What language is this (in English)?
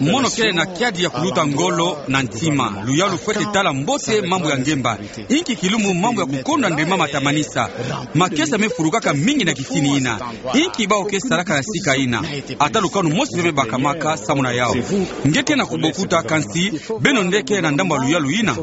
Kituba (Democratic Republic of Congo)